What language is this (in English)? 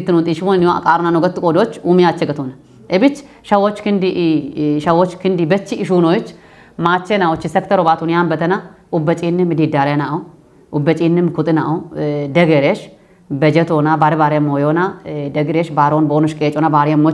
Kafa